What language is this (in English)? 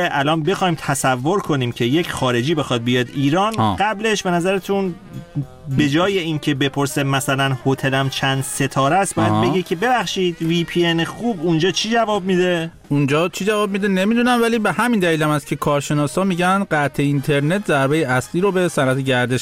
Persian